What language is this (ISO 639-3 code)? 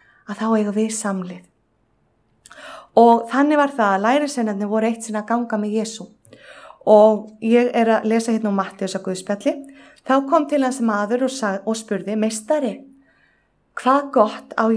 isl